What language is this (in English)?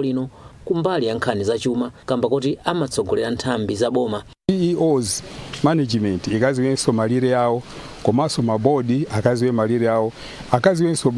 Nyanja